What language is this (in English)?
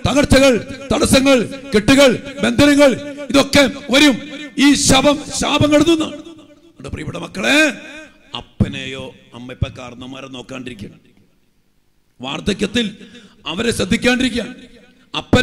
Malayalam